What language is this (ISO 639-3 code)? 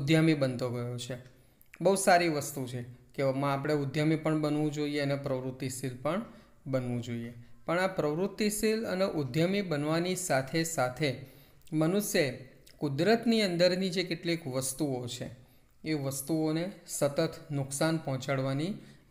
guj